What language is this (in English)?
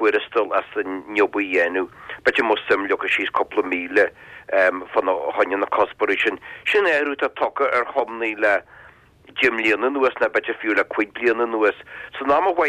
Irish